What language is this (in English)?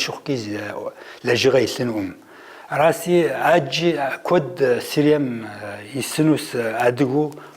Kabardian